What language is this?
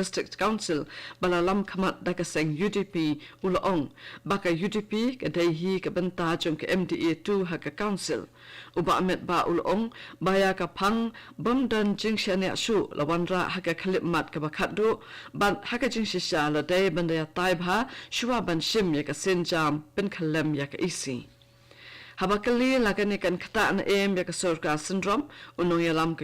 Khasi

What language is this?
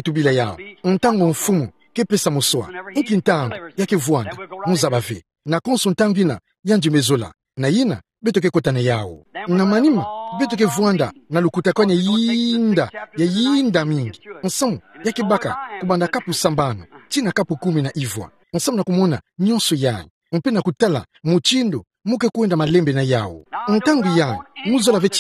Kituba (Democratic Republic of Congo)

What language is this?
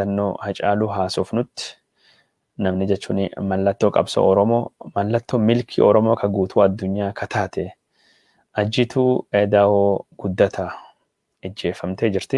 Oromo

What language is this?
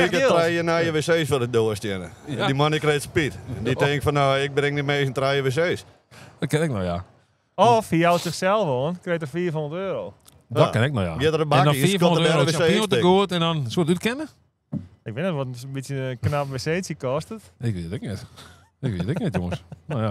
Western Frisian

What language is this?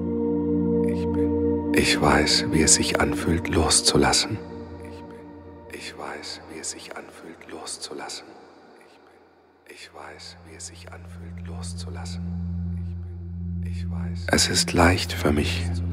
German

